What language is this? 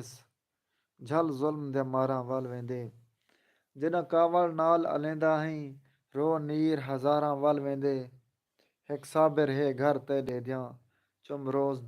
Saraiki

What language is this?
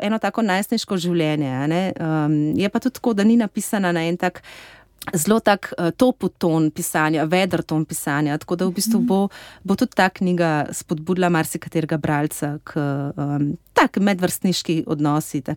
Slovenian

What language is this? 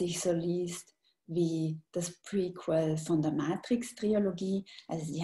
German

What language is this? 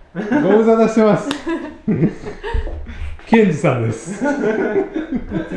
Japanese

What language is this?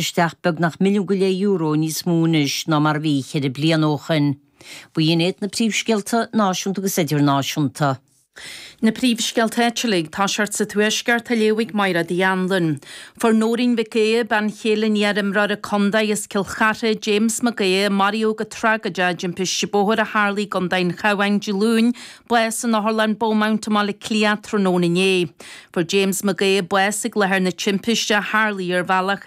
Irish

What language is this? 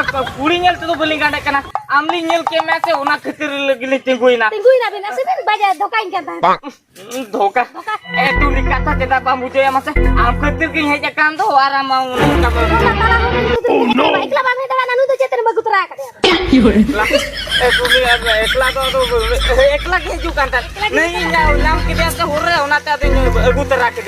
Santali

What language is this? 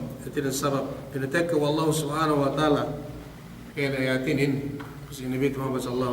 Yakan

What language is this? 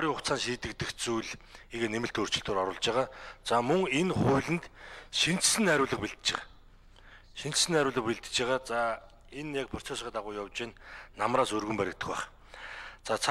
Mongolian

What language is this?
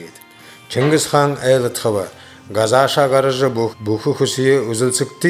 Buriat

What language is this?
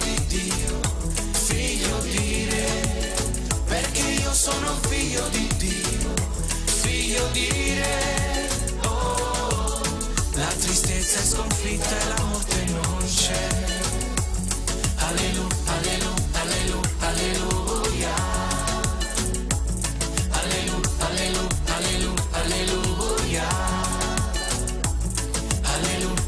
Italian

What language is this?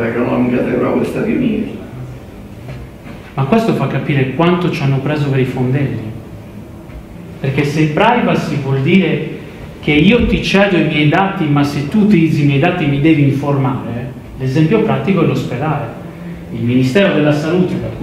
Italian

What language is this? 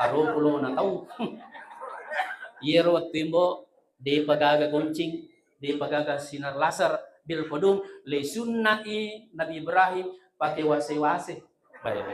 Buginese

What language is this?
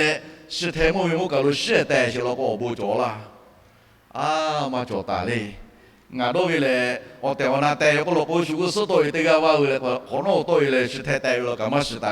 Lahu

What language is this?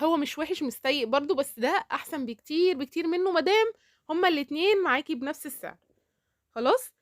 Egyptian Arabic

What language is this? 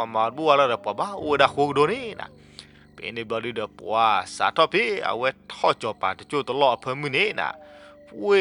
S'gaw Karen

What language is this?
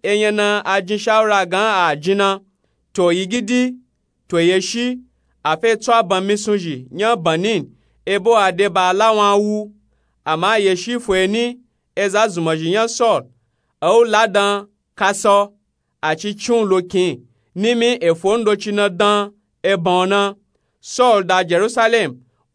Nupe-Nupe-Tako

